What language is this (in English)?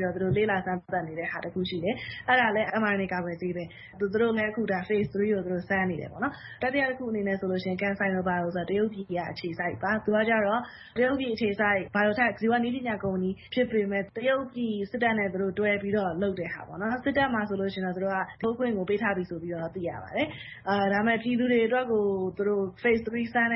Burmese